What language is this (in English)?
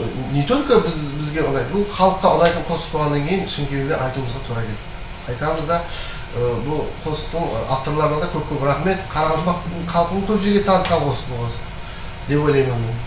Kara-Kalpak